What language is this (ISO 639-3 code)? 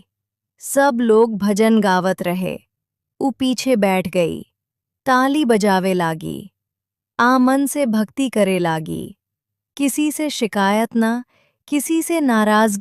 bho